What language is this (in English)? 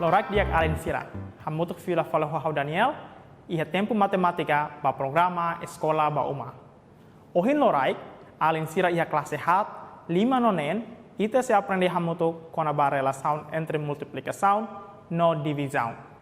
Tetum